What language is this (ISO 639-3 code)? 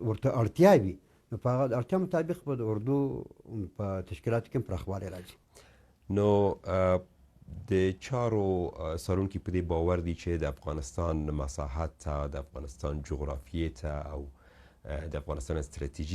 pus